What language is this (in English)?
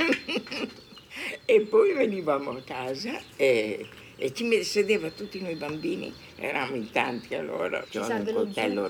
Italian